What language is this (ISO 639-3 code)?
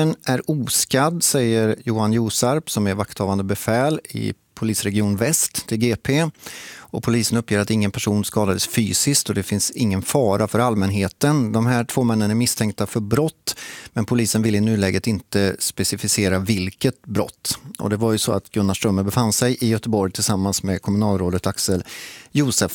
swe